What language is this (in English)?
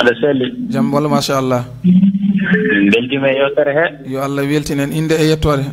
Fula